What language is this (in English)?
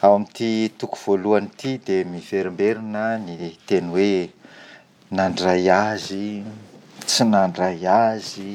Malagasy